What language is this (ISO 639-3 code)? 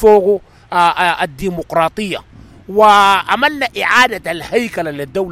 apd